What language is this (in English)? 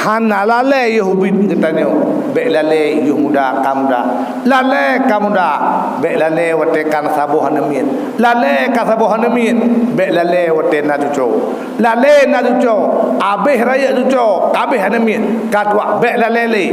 Achinese